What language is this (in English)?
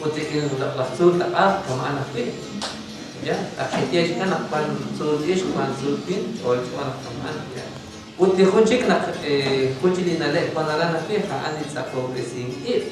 Kekchí